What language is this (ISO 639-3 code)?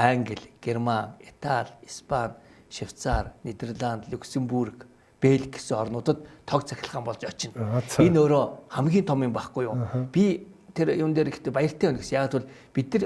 mon